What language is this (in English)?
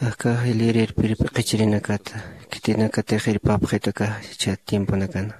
Aymara